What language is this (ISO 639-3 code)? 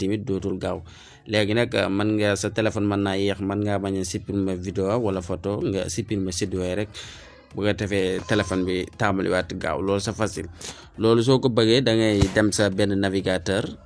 wol